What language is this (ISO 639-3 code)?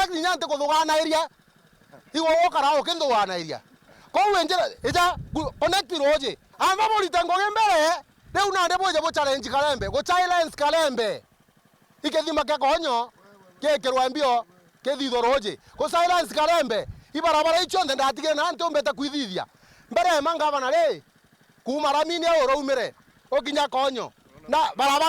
mer